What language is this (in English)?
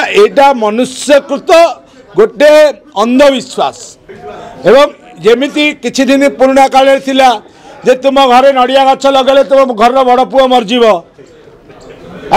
Odia